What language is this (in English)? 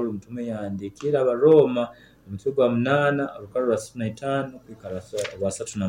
Nyoro